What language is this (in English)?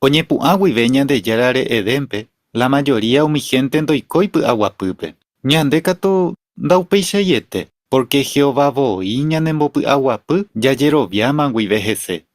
Guarani